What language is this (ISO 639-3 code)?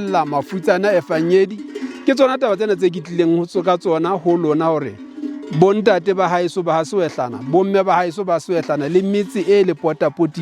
sot